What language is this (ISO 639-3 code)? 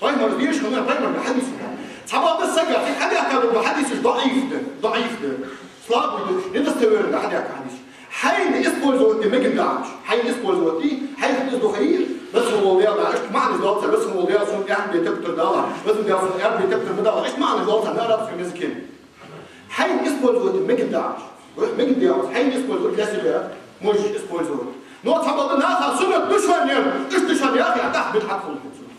inh